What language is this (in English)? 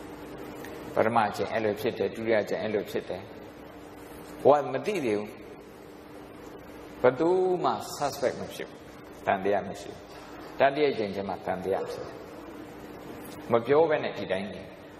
Burmese